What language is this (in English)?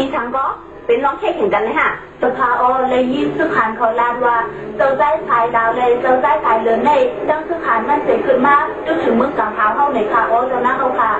Shan